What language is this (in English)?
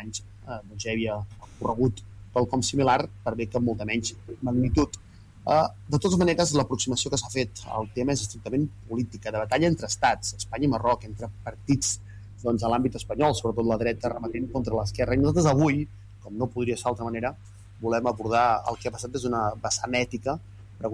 Catalan